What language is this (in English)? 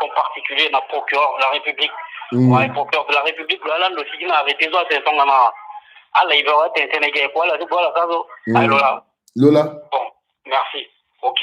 Sango